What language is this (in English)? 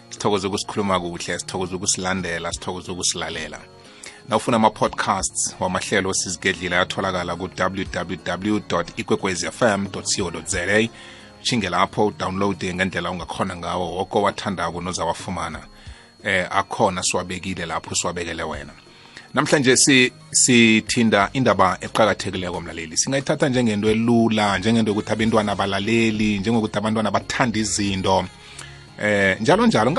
South Ndebele